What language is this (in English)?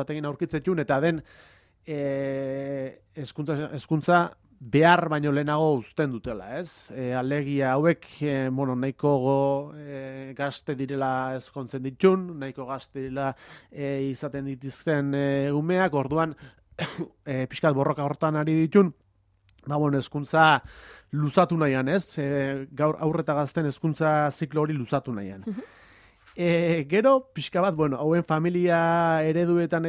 Basque